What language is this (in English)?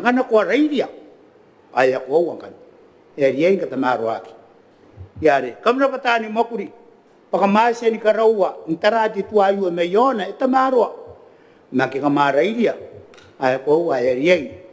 Gilbertese